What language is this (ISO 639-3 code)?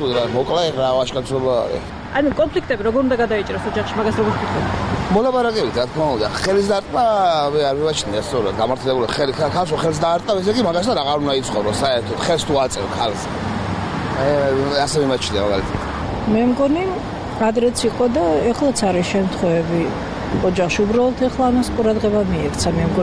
kat